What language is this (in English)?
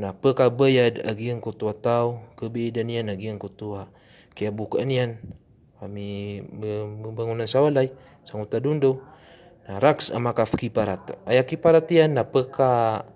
Maranao